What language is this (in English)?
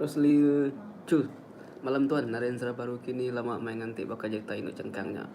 Iban